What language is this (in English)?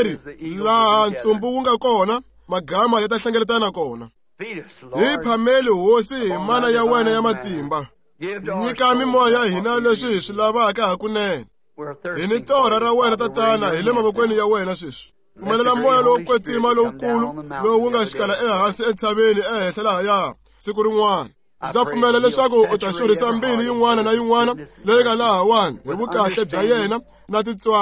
Tsonga